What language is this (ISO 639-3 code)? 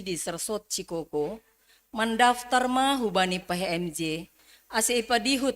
bts